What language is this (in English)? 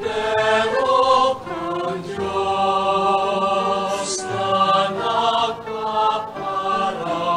Bikol